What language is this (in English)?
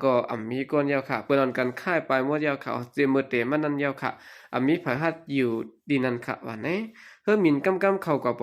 Shan